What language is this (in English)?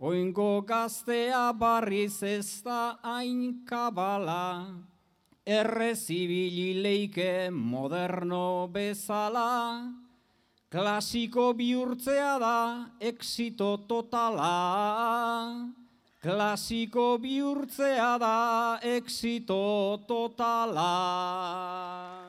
Basque